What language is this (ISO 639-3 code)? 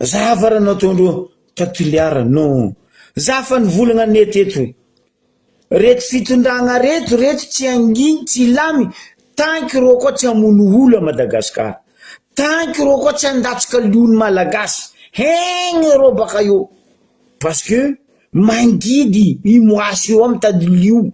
mlg